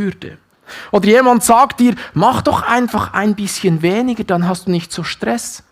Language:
Swiss German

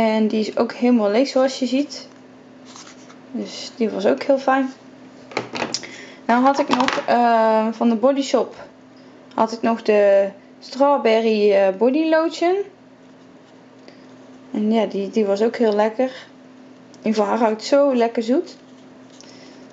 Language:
Dutch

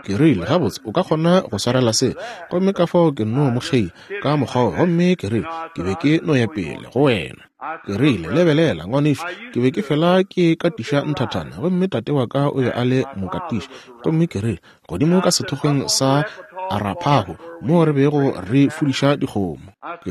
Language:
Northern Sotho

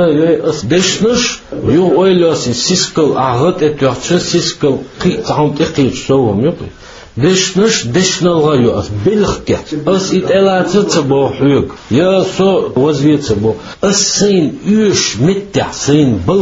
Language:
Chechen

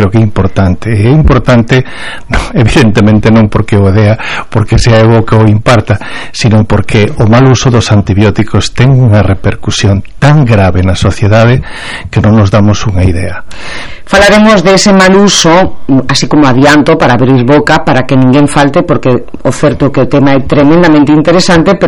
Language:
Galician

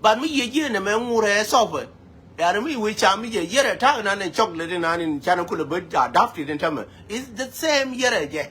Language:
Nuer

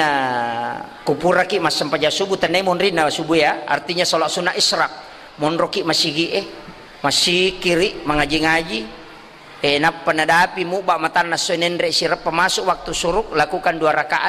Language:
Buginese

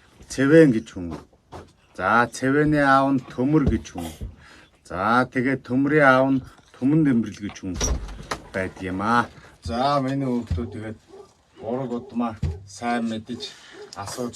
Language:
Mongolian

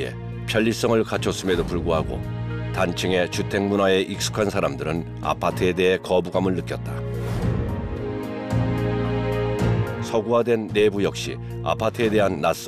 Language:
Korean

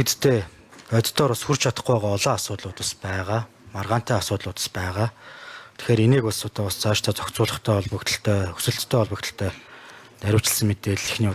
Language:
Mongolian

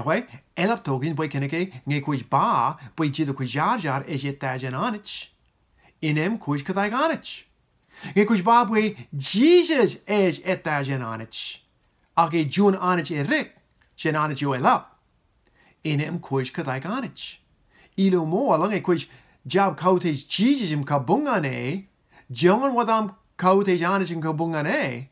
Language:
Marshallese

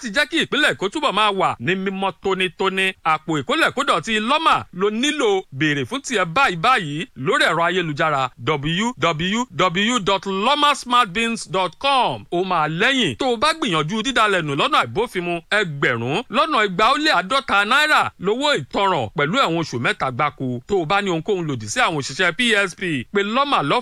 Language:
Yoruba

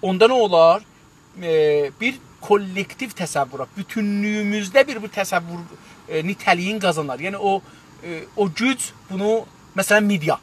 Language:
South Azerbaijani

